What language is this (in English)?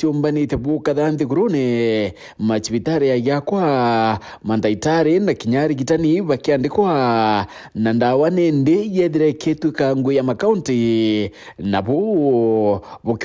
Meru